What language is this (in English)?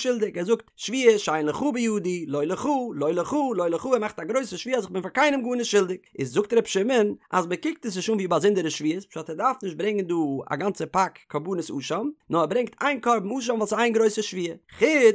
Yiddish